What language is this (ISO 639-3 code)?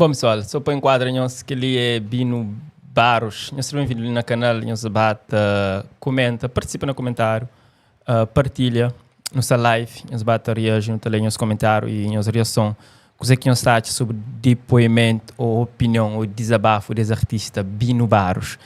kea